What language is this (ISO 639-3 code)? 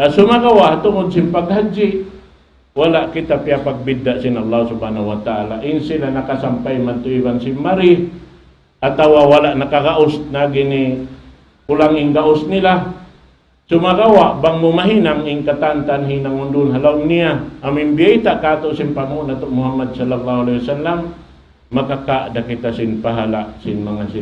tsg